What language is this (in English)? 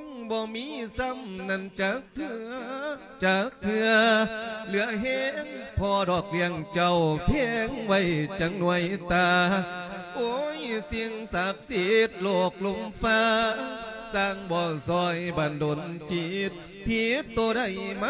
Lao